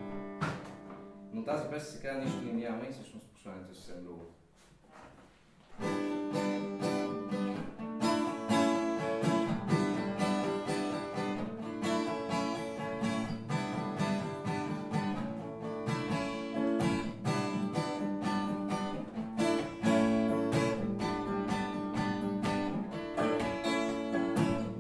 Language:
Bulgarian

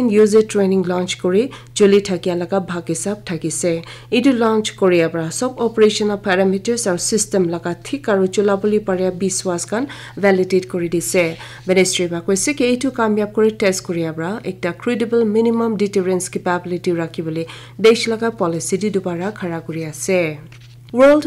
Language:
Naga Pidgin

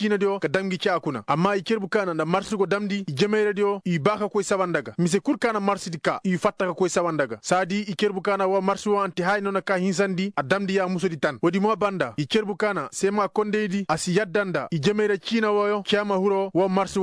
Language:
Koyraboro Senni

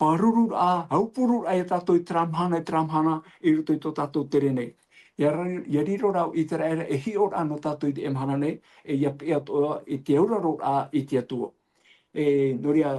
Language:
Tahitian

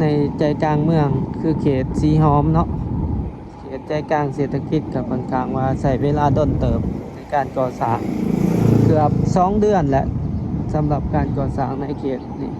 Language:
Lao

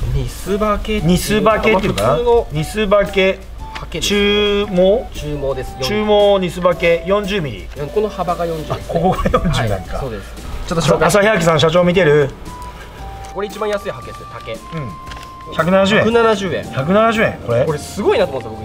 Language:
Japanese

